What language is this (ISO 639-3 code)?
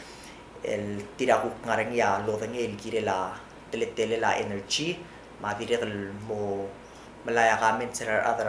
pau